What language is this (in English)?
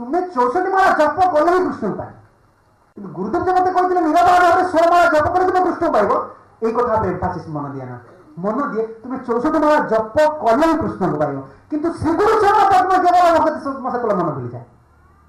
Odia